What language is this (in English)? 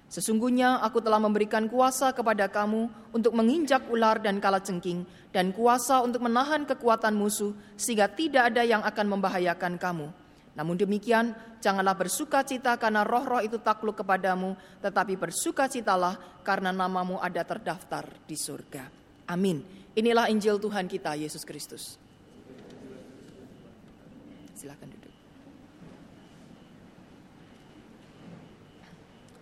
Indonesian